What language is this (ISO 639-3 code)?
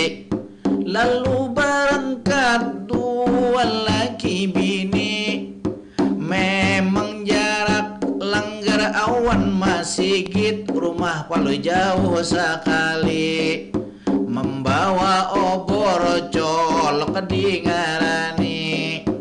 bjn